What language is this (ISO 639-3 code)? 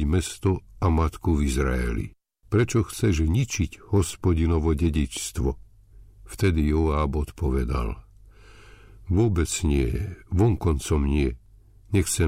slk